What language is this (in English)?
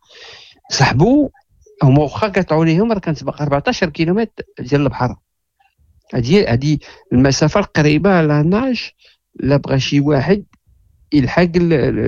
Moroccan Arabic